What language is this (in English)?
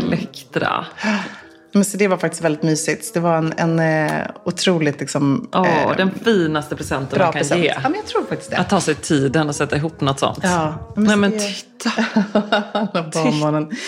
Swedish